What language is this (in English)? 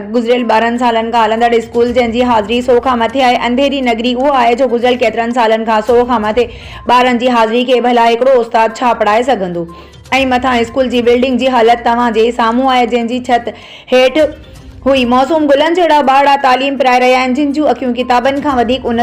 Sindhi